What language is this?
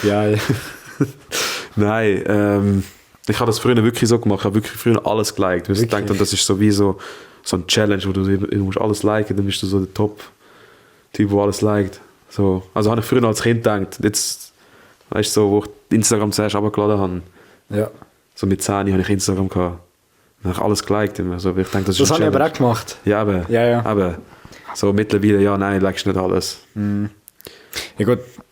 Swiss German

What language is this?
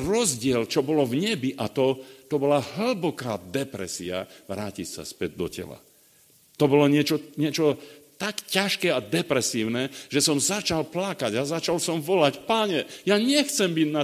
Slovak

